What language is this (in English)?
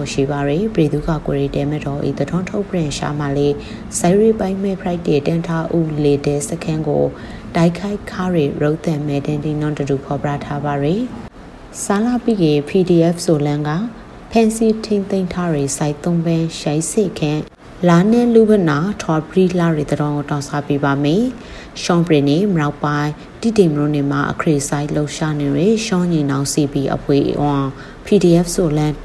Burmese